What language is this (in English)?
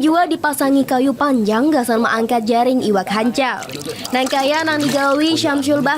Banjar